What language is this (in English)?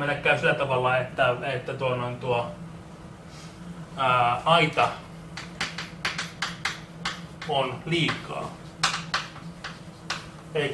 Finnish